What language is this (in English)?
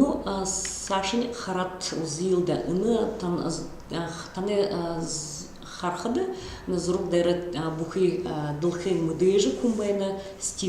Buriat